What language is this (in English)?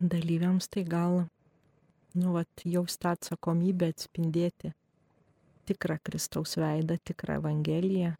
Lithuanian